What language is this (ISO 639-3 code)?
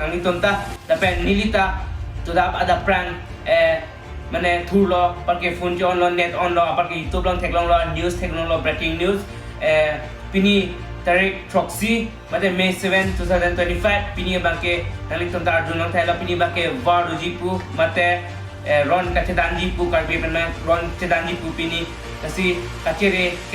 mjw